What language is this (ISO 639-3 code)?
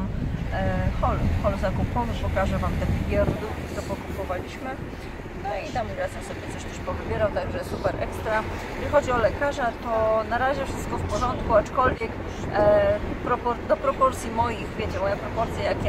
pol